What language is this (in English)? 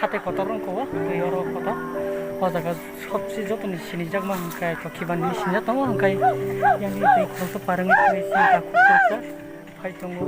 Kok Borok